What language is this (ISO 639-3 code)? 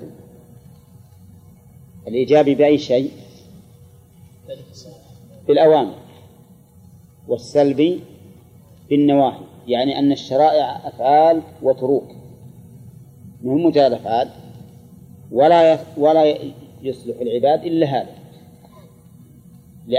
ara